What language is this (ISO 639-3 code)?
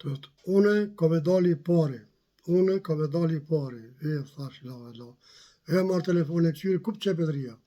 sqi